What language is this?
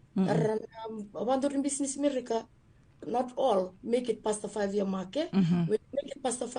Fijian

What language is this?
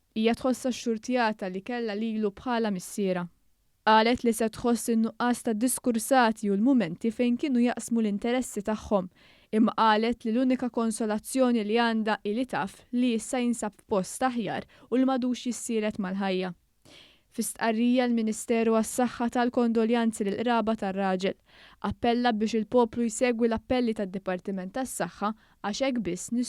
Maltese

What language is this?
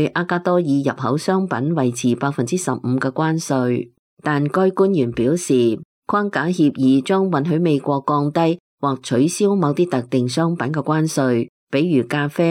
Cantonese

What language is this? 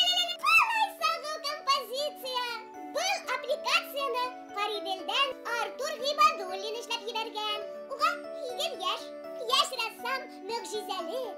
Bashkir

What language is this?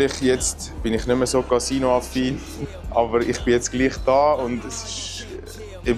Swiss German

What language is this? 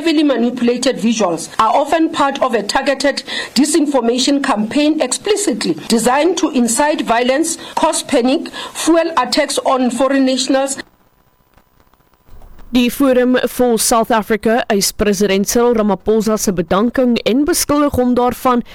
Afrikaans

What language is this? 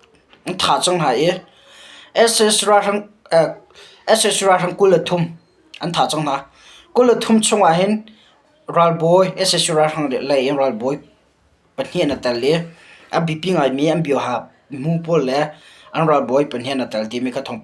Hakha Chin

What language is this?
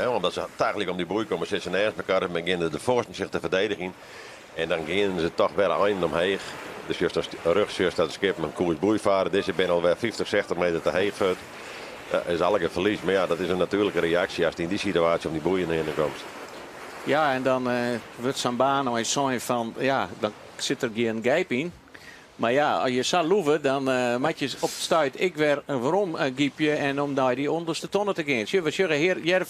Western Frisian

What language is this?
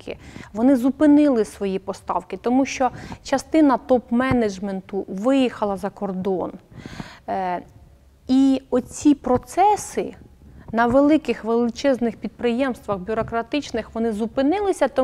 Ukrainian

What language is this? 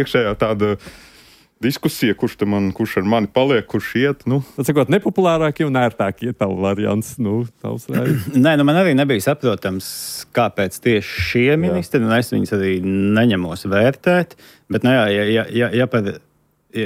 Latvian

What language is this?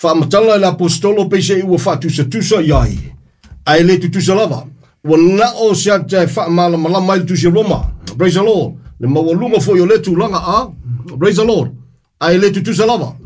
Samoan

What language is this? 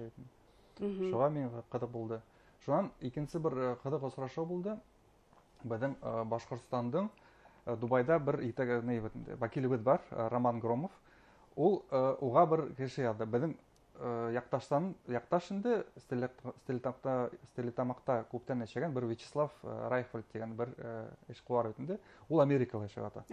Bashkir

